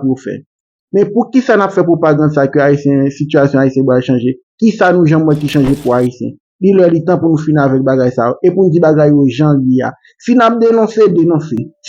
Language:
Haitian Creole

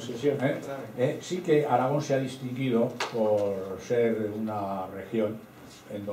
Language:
Spanish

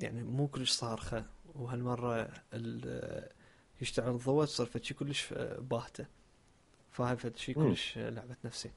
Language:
Mesopotamian Arabic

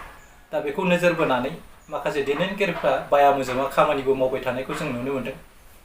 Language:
Bodo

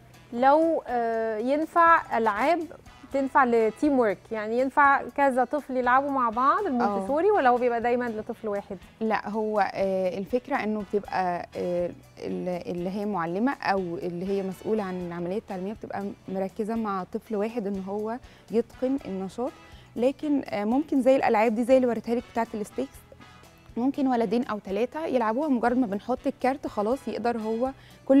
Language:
Egyptian Arabic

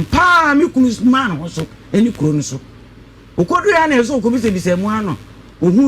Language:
Akan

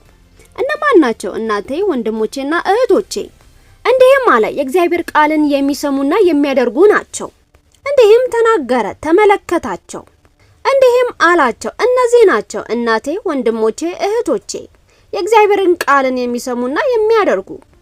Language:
Amharic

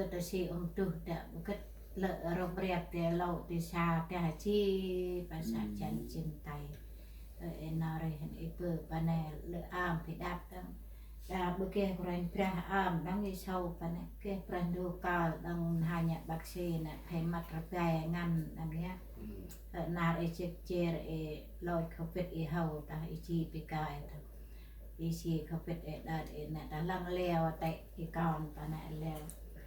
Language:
Central Mnong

